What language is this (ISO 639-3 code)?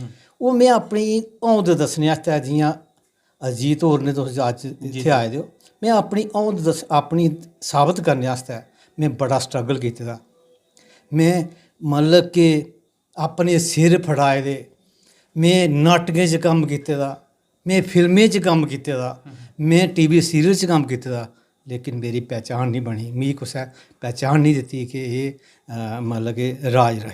doi